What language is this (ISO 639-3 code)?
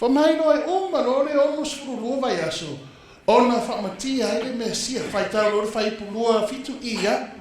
smo